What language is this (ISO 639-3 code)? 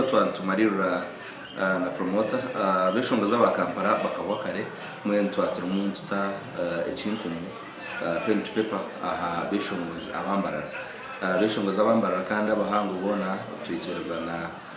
nyn